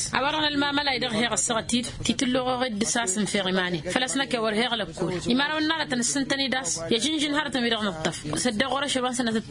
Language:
Tamasheq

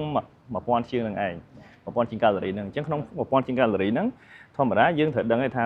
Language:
Khmer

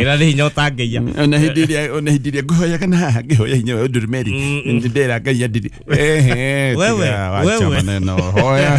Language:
Kikuyu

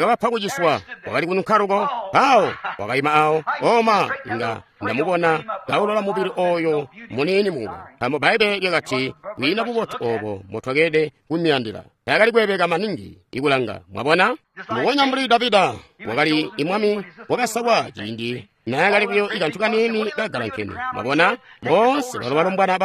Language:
Tonga (Zambia)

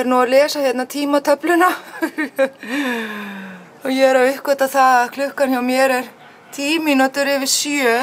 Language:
Icelandic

